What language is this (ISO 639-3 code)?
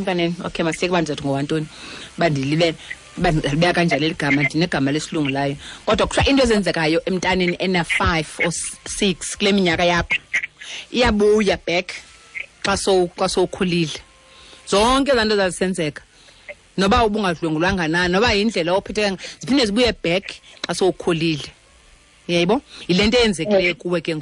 xho